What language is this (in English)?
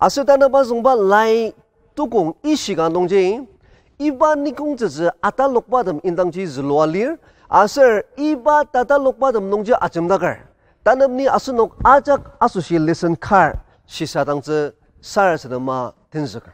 Ao Naga